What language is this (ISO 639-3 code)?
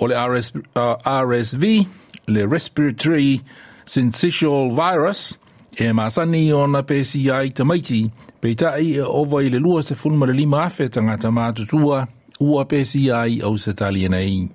smo